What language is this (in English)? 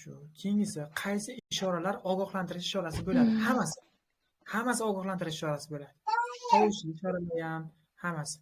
Uzbek